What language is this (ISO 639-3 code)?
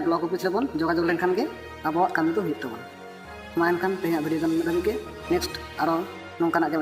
sat